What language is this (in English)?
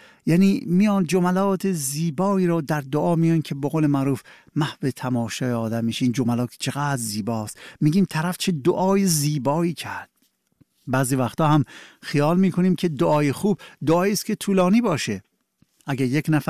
Persian